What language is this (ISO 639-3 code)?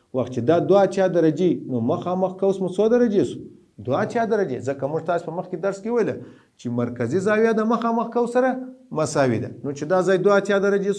pus